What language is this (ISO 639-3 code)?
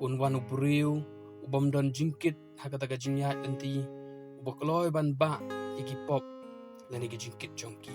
kha